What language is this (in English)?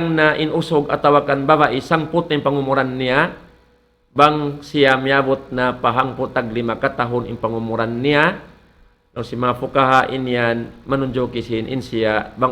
Tausug